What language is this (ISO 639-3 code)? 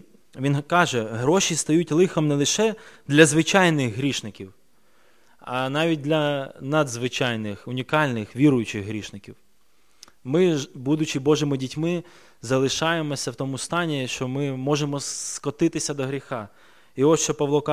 ukr